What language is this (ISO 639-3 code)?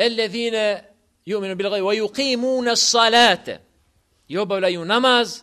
bos